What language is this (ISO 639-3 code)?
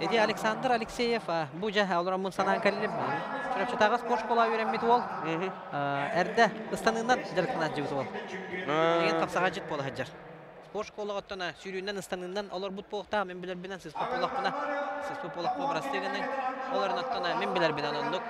sah